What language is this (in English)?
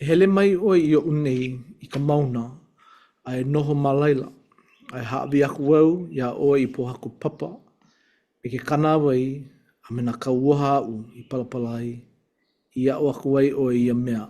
Hawaiian